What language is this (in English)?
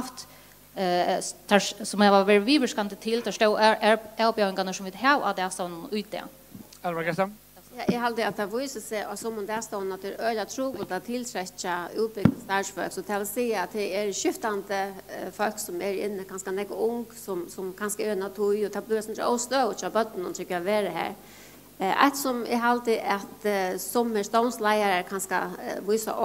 Faroese